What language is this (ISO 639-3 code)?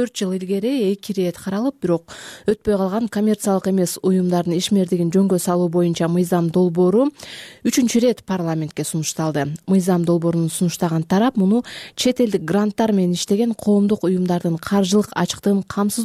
kir